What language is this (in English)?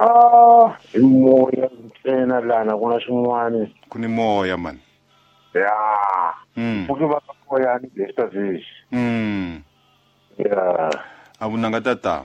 Tsonga